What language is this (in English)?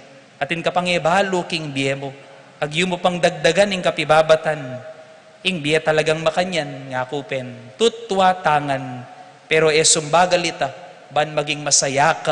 Pampanga